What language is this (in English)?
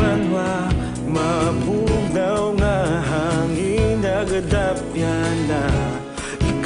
Hiligaynon